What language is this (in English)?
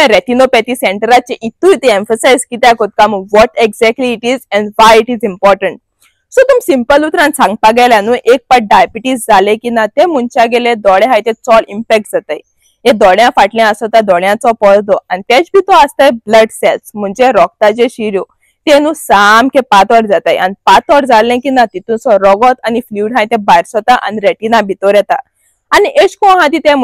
Konkani